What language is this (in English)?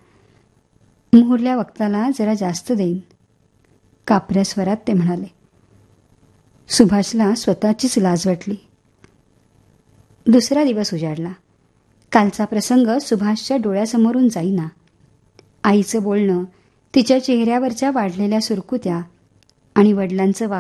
Marathi